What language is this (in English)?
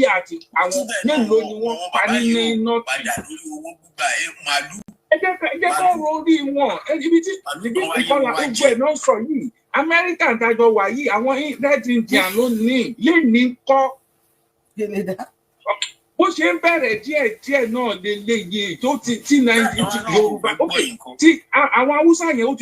Yoruba